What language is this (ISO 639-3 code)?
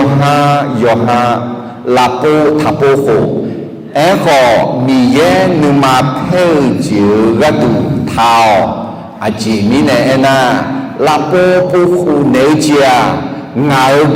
ahk